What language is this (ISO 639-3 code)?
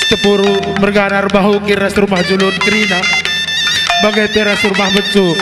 btx